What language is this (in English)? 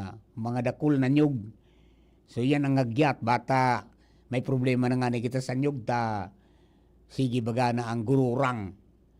Bikol